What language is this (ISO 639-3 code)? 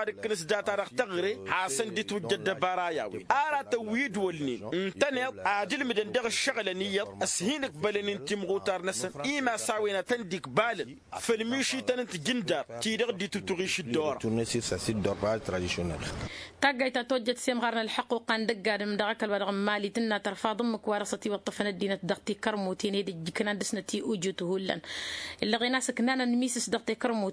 taq